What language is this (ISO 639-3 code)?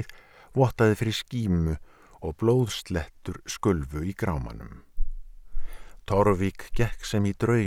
isl